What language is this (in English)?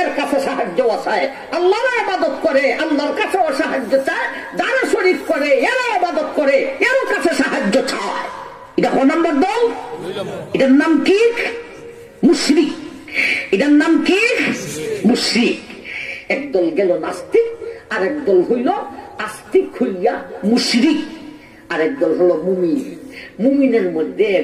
Bangla